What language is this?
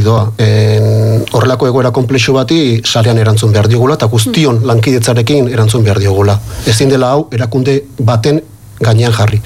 Basque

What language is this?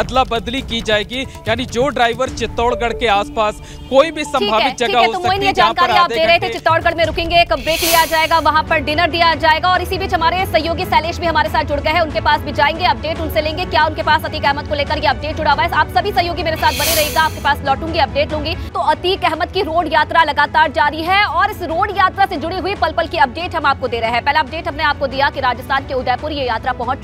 Hindi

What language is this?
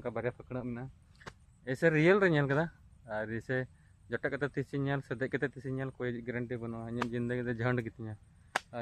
Santali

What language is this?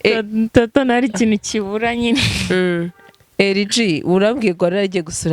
Kinyarwanda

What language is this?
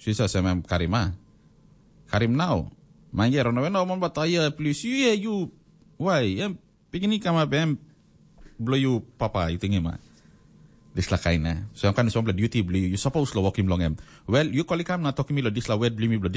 Tok Pisin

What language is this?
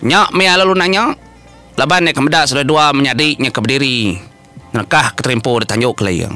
Iban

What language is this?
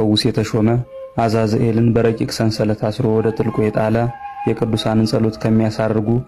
Amharic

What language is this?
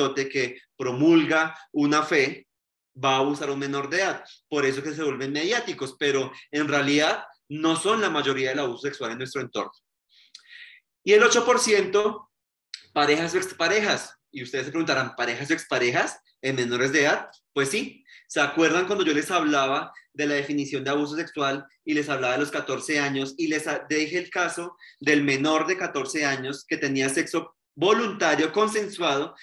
Spanish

